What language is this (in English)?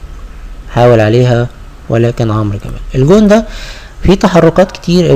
Egyptian Arabic